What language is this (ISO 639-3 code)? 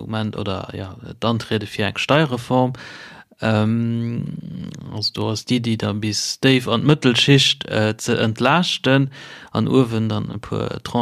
ltz